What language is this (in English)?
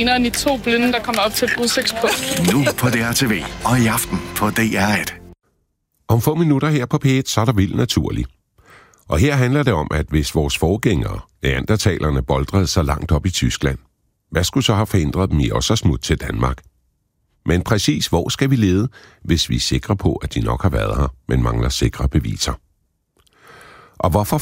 Danish